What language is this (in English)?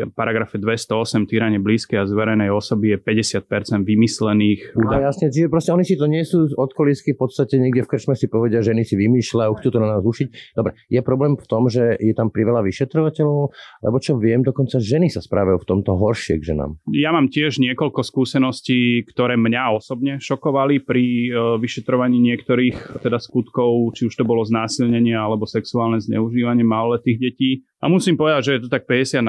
Slovak